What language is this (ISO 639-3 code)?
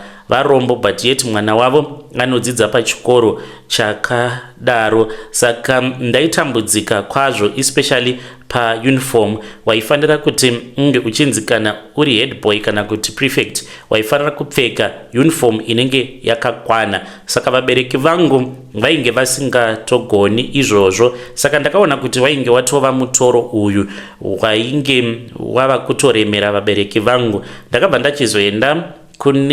sna